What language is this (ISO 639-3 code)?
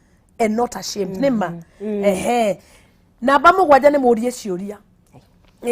kik